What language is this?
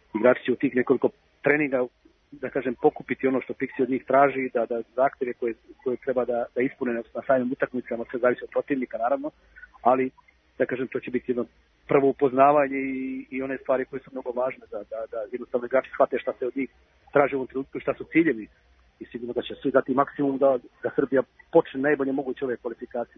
Serbian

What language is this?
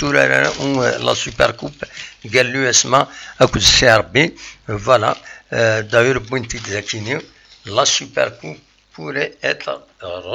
Kabyle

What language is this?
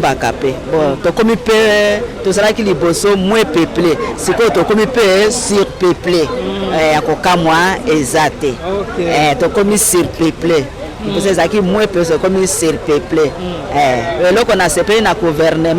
Lingala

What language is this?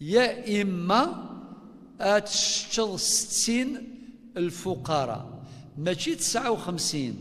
Kabyle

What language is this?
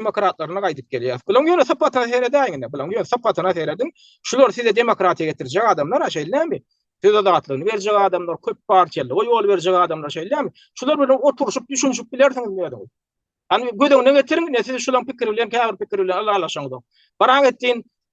Turkmen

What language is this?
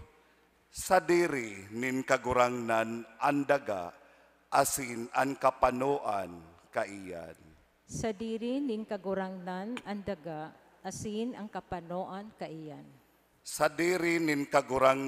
Bikol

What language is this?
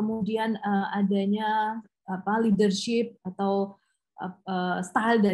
Indonesian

